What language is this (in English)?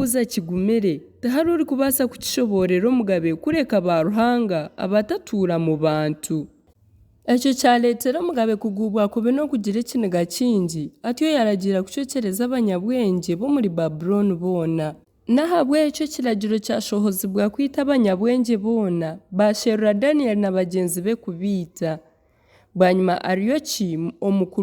Nyankole